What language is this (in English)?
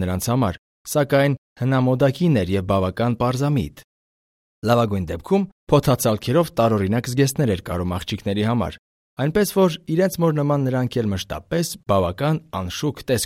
Armenian